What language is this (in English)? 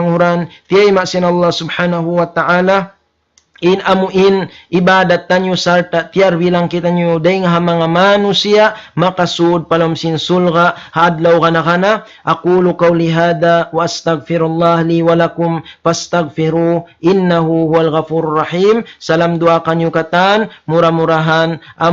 Tausug